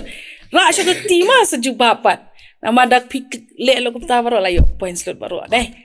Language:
Khasi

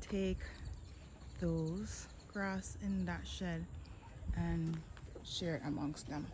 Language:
Jamaican Creole English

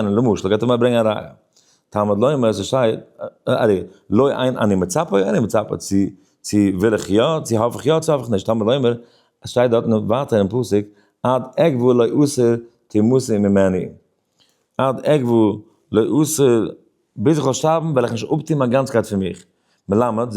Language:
Yiddish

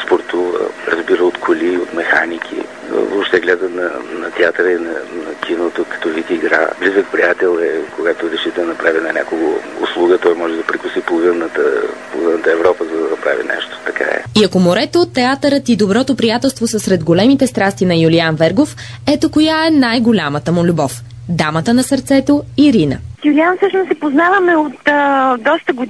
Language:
Bulgarian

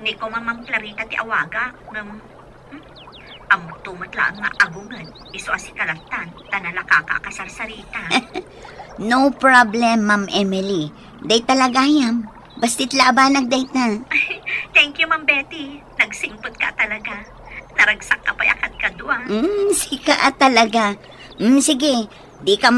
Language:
Iloko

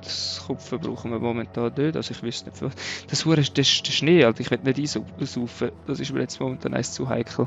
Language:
Swiss German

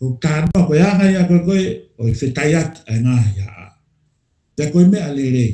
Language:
Tongan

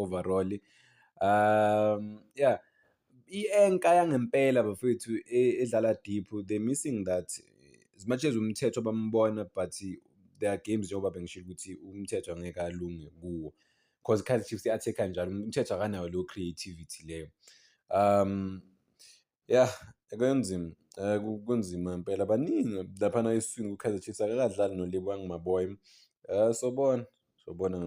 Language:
Zulu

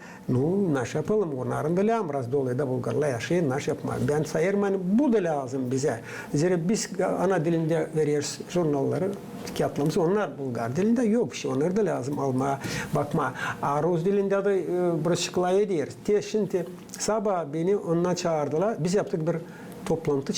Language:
Gagauz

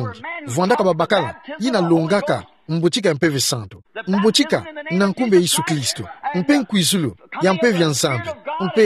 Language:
Kituba (Democratic Republic of Congo)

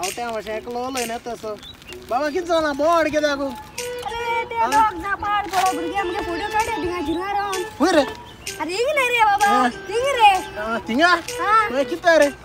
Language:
Konkani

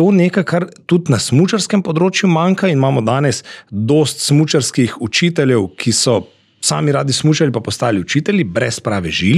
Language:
Slovenian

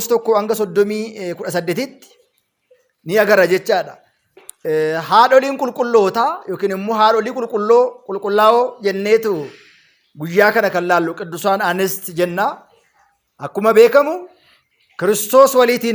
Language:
Oromo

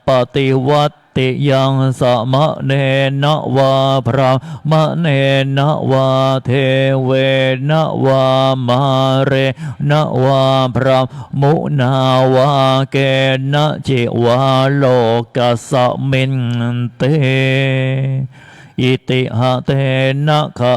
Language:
Pali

